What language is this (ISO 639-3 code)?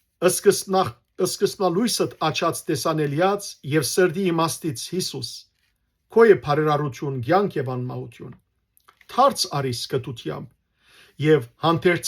hyw